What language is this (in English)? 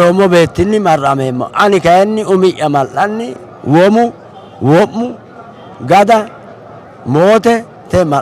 Sidamo